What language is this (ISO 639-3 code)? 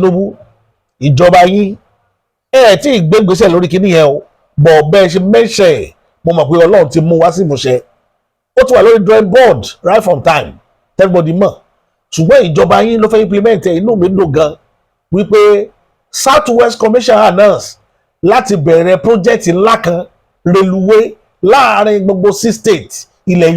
yor